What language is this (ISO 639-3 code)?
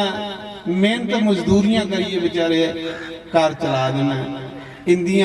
doi